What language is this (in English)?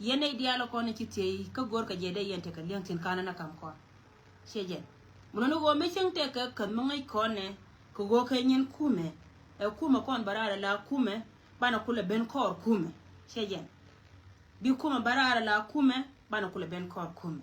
Nuer